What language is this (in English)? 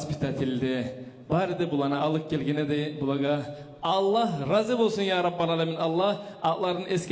Kumyk